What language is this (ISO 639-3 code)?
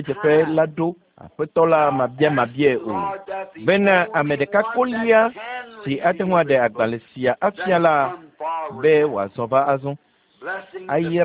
ewe